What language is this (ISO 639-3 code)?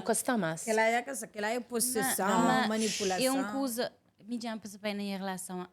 kea